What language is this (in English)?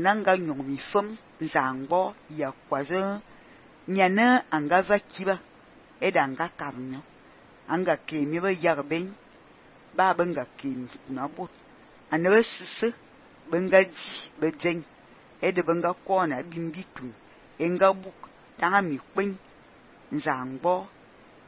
Fang